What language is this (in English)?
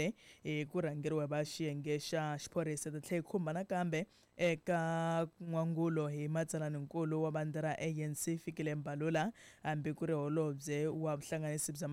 Tsonga